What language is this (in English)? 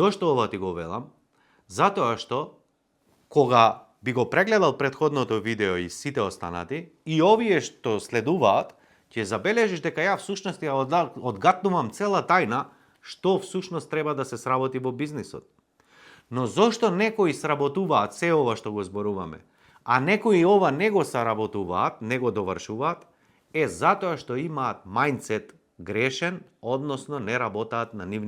Macedonian